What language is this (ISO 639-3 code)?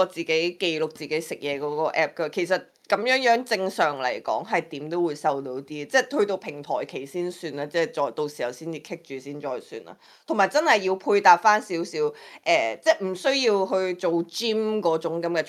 yue